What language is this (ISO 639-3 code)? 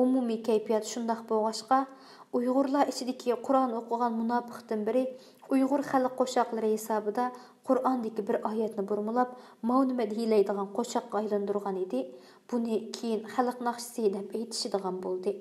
uig